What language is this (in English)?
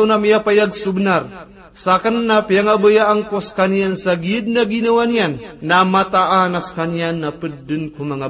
Maranao